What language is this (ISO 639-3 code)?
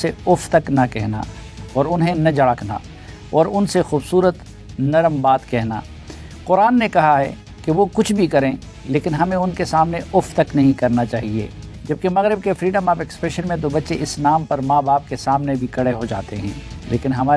urd